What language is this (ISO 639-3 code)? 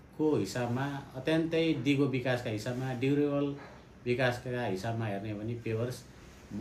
nep